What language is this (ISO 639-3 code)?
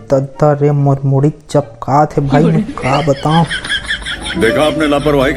hne